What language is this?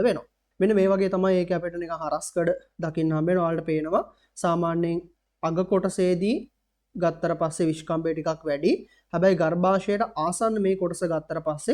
Sinhala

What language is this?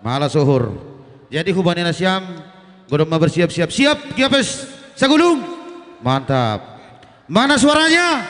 Batak Simalungun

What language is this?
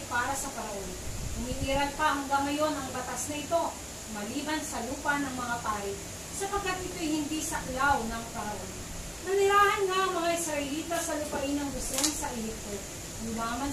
Filipino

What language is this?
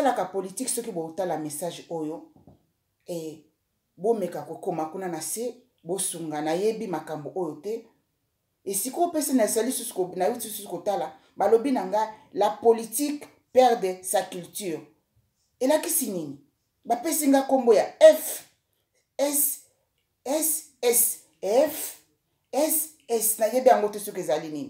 Lingala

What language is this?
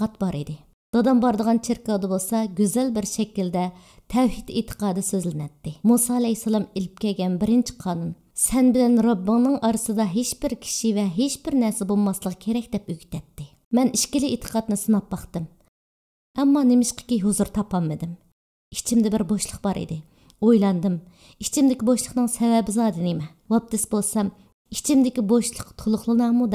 Uyghur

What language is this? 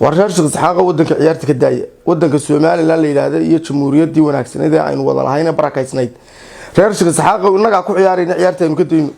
Somali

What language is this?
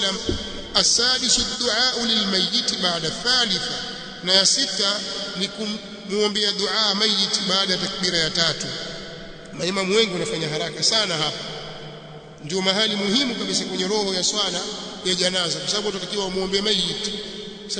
Swahili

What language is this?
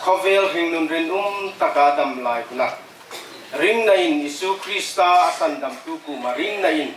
Hmar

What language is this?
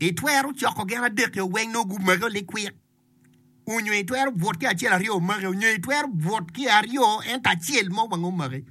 Acoli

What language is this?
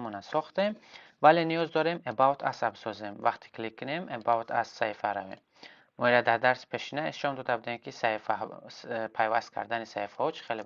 Tajik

